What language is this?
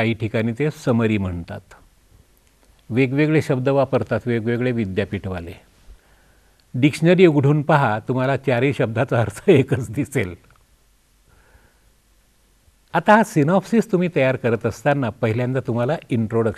Marathi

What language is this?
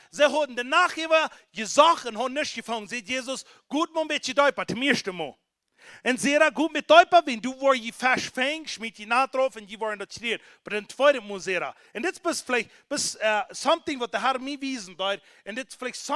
Plautdietsch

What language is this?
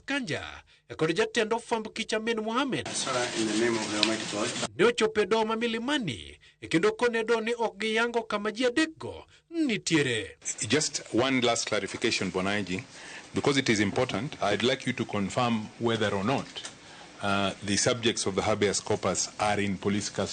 Luo (Kenya and Tanzania)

